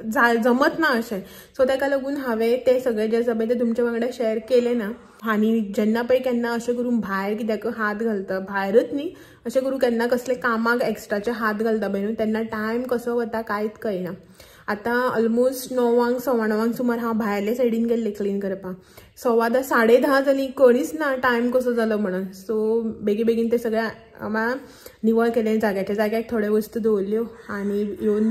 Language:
Konkani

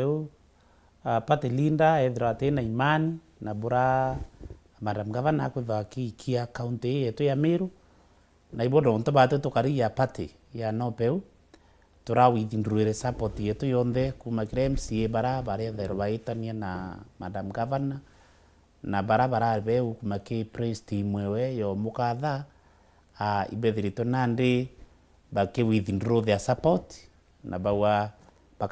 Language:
Meru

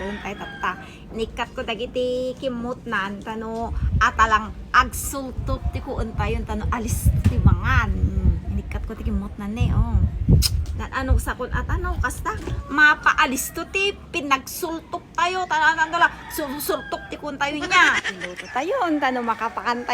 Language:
Iloko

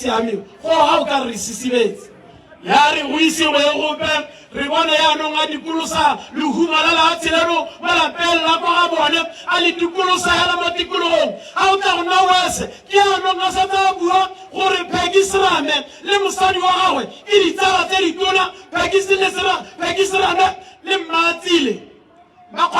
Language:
Tswana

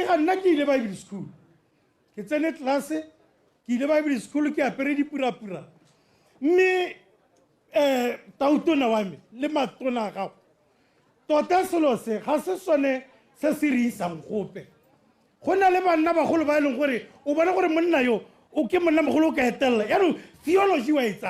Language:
Tswana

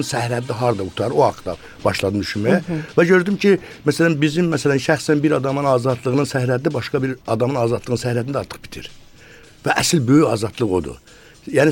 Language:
Azerbaijani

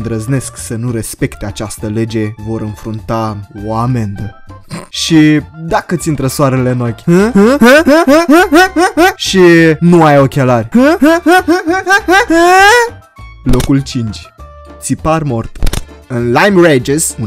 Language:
Romanian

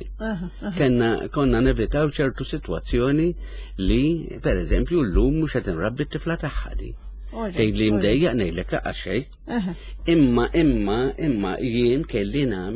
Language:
Maltese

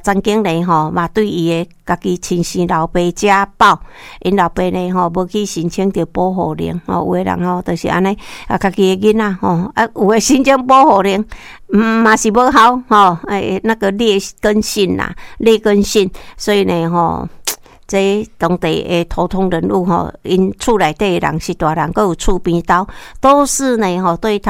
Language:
Min Nan Chinese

